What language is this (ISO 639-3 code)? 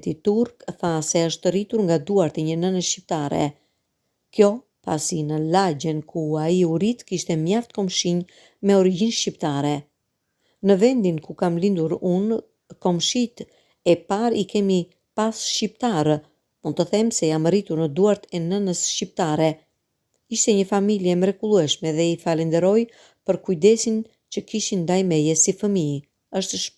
sqi